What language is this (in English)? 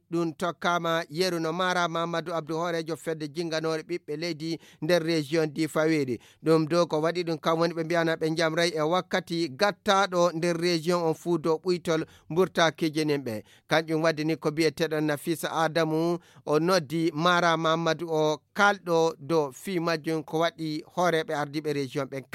Fula